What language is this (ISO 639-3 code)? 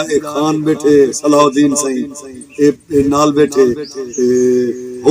skr